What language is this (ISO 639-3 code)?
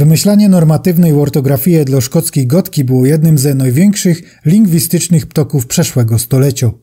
szl